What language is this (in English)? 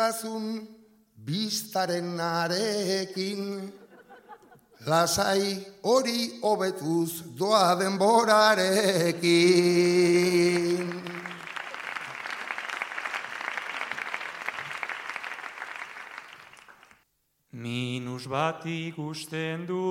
Basque